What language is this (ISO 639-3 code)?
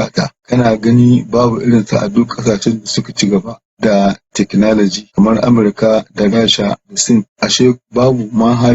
hau